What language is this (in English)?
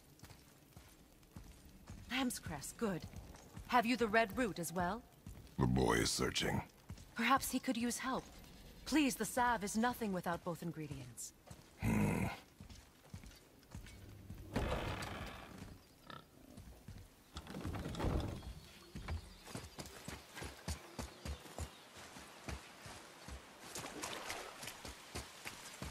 English